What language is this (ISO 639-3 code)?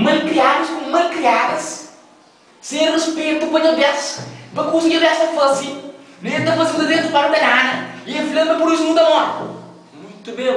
kea